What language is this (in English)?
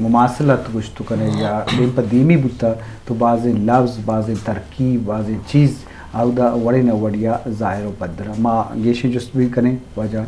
Eastern Balochi